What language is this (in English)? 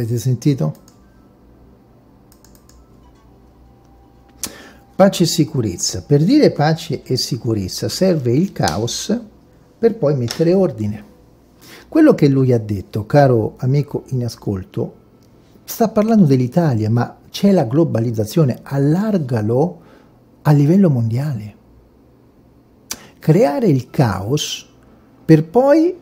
Italian